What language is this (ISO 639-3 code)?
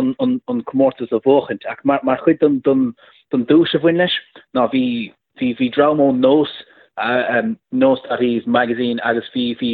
gle